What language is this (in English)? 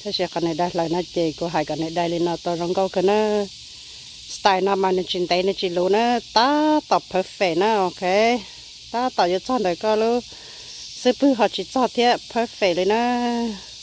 Hmong